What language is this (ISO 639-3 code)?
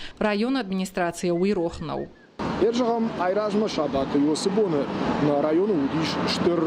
oss